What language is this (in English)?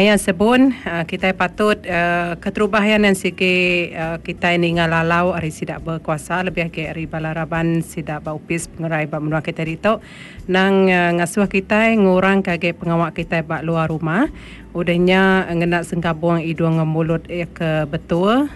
Iban